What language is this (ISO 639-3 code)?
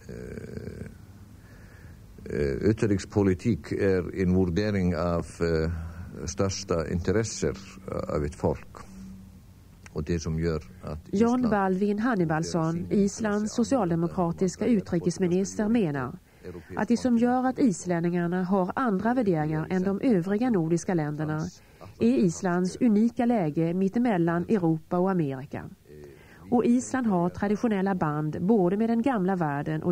swe